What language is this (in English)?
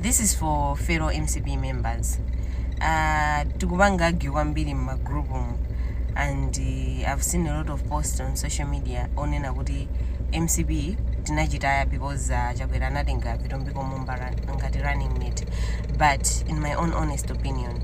Nyanja